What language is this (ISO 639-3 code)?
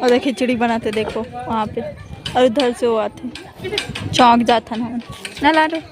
hne